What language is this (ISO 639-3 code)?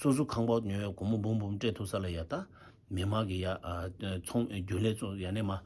bod